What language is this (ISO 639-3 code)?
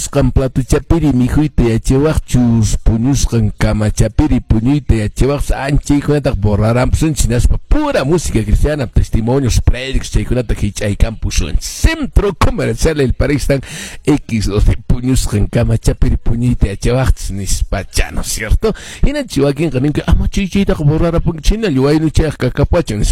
que